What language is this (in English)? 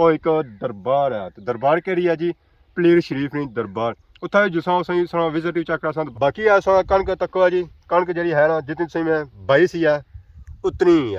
Pahari-Potwari